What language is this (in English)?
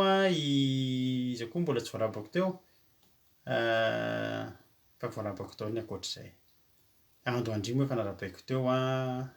Malagasy